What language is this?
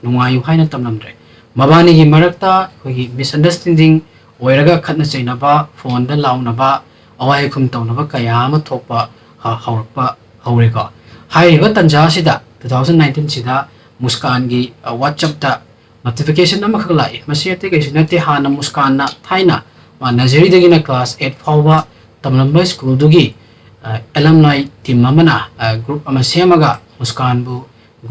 Manipuri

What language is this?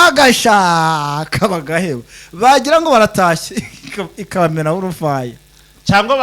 Kinyarwanda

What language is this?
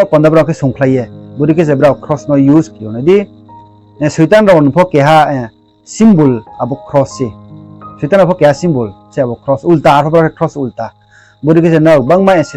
Riang (India)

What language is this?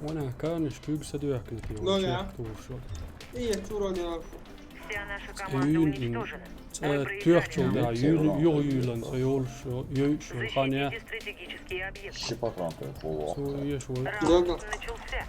Chechen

